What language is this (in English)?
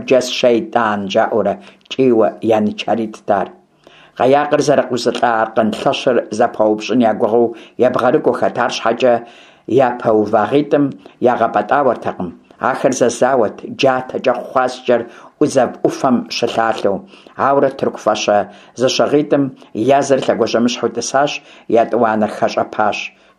Kabardian